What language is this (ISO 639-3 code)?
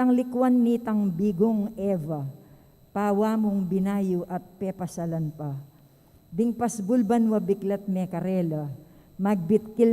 pam